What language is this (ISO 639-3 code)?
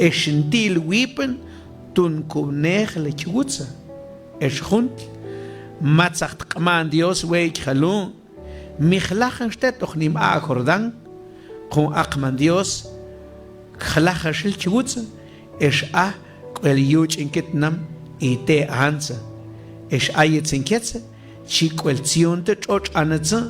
mam